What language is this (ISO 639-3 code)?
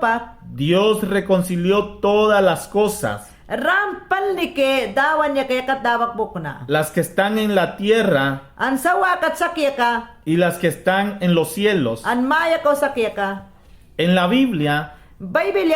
yan